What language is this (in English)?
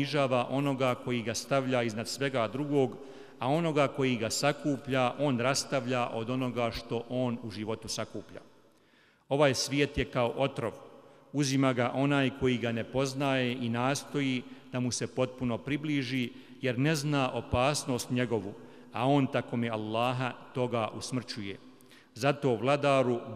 Bosnian